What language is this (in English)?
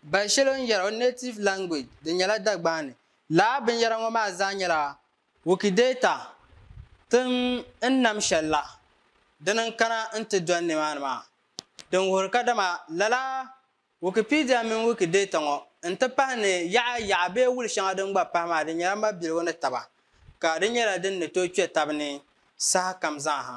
Dagbani